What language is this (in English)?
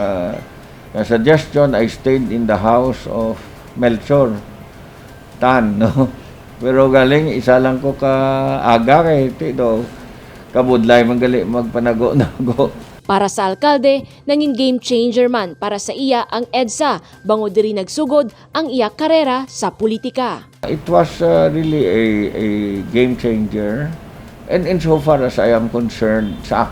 Hiligaynon